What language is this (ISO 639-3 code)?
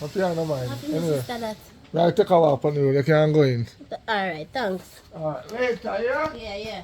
jam